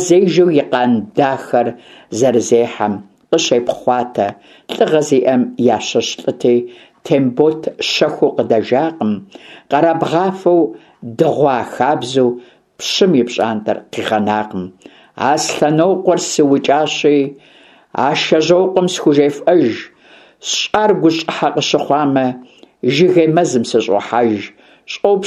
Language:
Kabardian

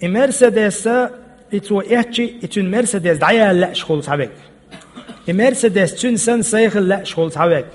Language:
Chechen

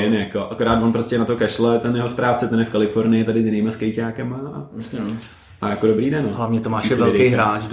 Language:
Czech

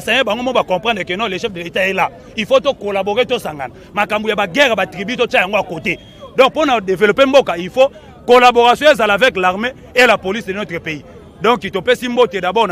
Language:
Lingala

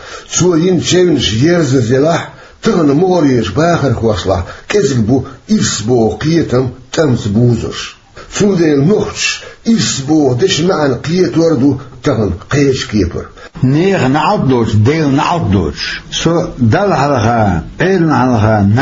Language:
Chechen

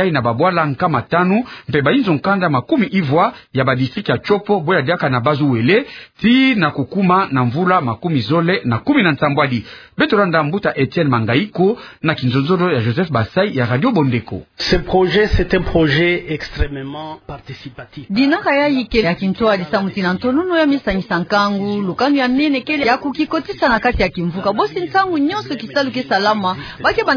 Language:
Kituba (Democratic Republic of Congo)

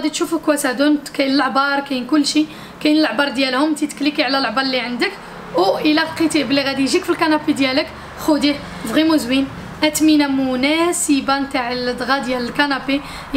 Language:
Moroccan Arabic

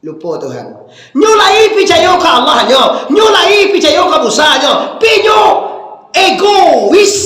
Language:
Minangkabau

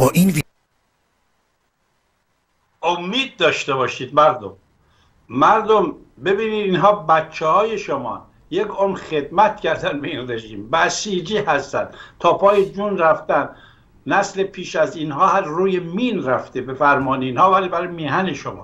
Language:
Persian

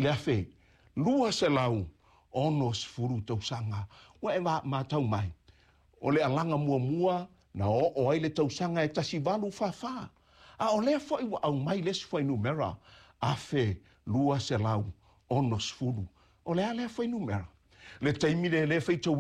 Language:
Samoan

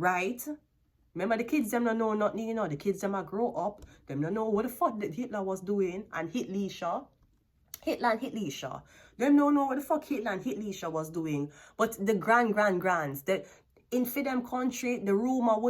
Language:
Jamaican Creole English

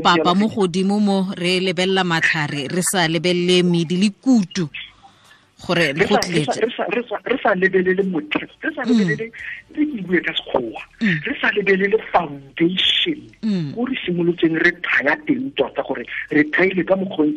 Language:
Tswana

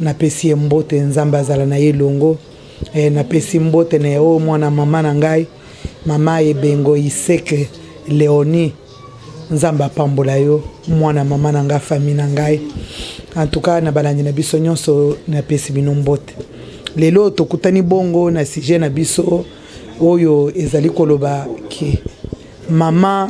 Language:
Lingala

